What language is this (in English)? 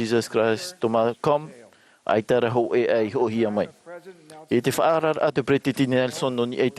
Tahitian